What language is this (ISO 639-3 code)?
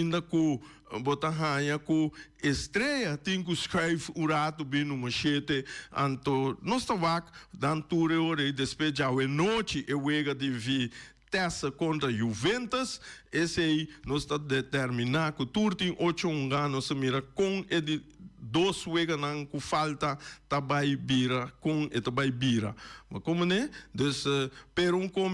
pap